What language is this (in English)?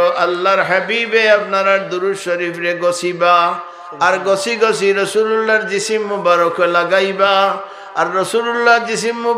Sylheti